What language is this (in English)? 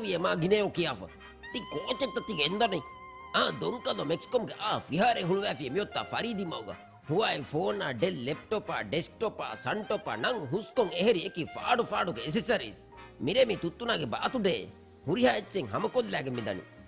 Divehi